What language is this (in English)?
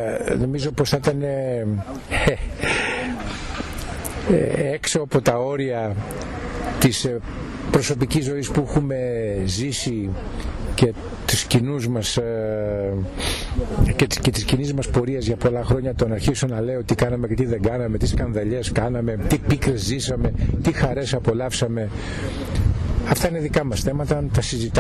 Greek